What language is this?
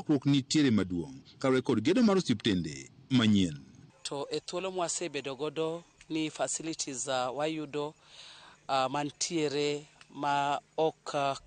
Luo (Kenya and Tanzania)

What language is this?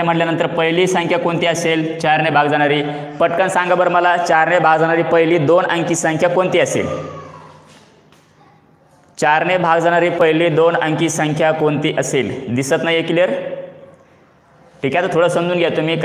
Marathi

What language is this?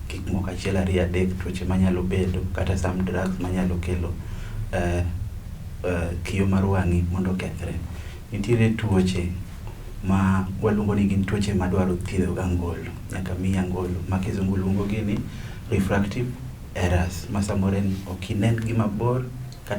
Luo (Kenya and Tanzania)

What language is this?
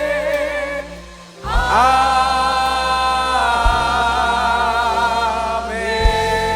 Batak Toba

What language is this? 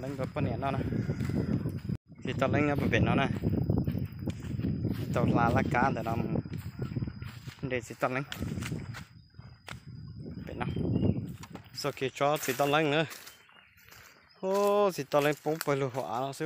Vietnamese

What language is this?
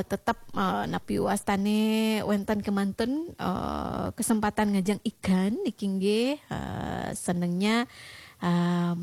Balinese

